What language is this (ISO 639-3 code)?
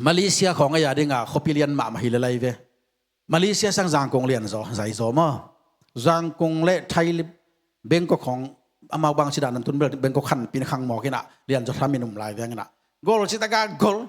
ctd